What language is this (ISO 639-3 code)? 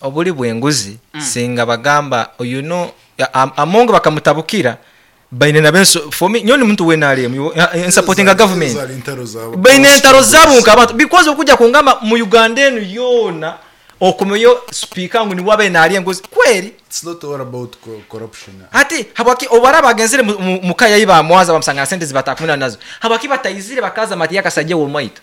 nyo